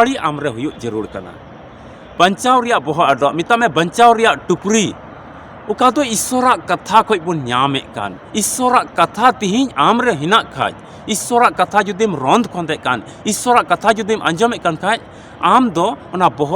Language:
Santali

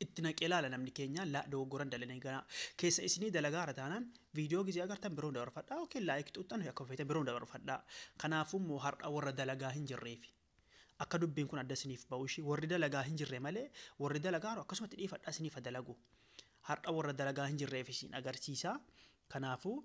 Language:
Oromo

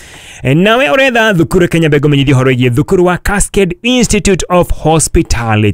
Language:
Kikuyu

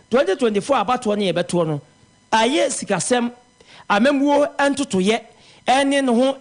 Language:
Akan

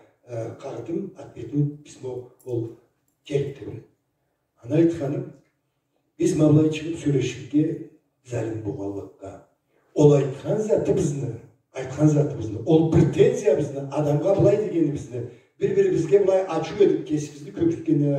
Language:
Karachay-Balkar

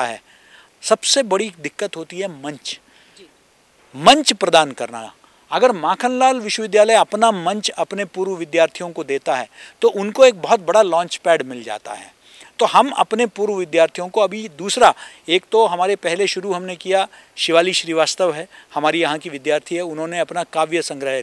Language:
Hindi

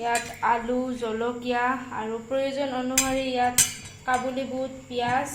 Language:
Assamese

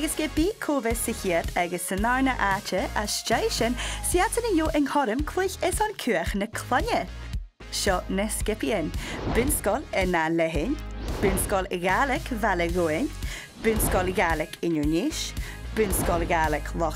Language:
Scottish Gaelic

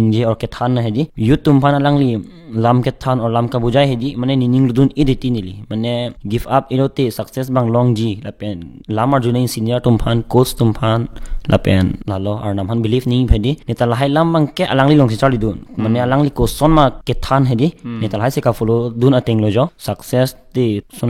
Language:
Karbi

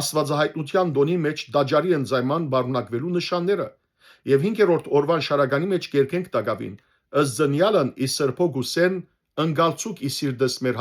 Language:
Western Armenian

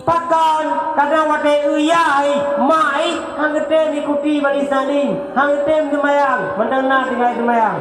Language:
Achinese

